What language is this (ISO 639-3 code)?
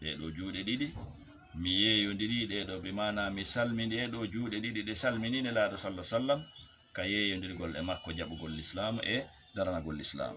ful